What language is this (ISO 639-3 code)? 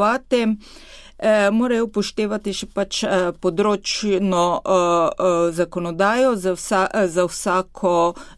slv